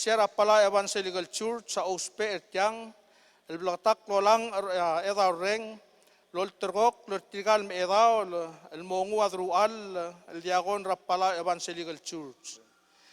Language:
Palauan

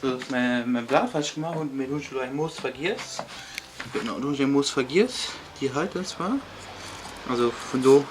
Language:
Luxembourgish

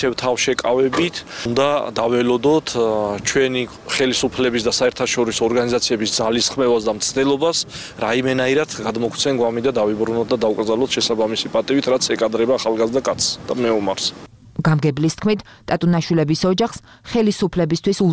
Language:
Georgian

